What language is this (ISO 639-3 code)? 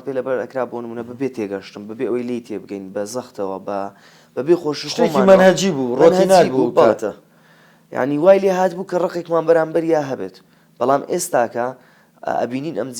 ckb